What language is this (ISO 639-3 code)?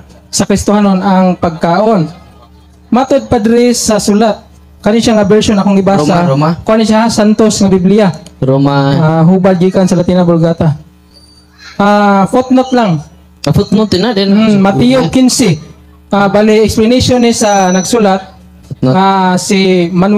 ceb